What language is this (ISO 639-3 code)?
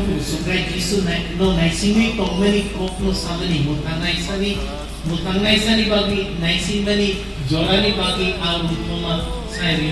trp